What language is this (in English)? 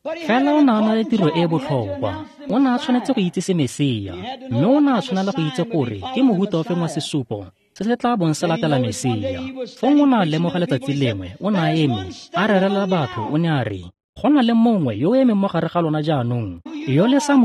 Tswana